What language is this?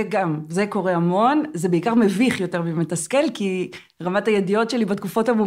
Hebrew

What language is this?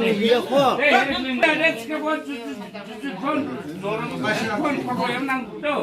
Dimasa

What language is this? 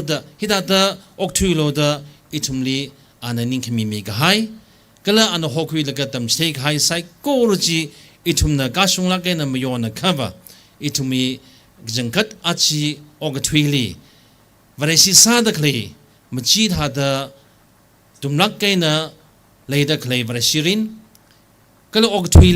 Tangkhul Naga (India)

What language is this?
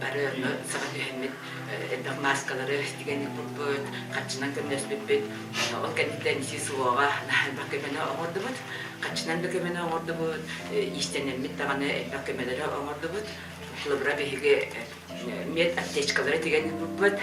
Yakut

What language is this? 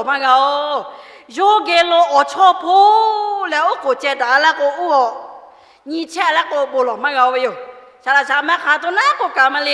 Lahu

